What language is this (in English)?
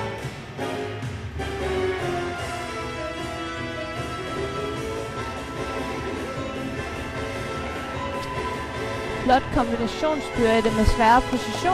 Danish